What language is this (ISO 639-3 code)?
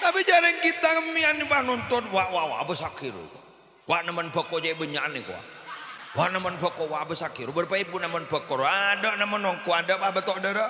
mad